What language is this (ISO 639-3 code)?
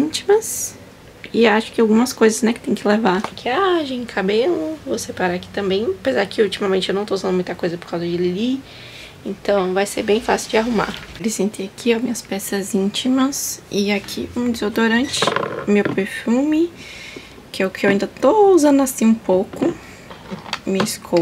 por